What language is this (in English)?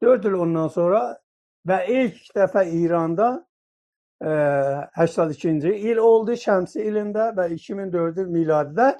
South Azerbaijani